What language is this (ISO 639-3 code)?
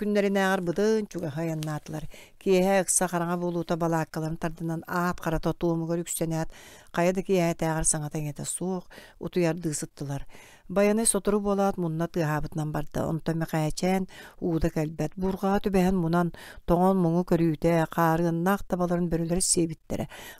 sah